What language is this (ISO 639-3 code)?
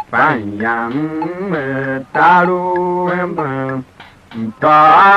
tiv